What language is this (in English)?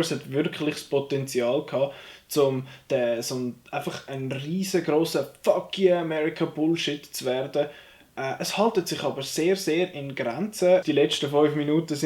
Swiss German